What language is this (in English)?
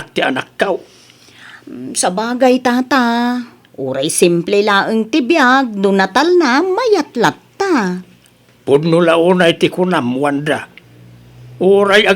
Iloko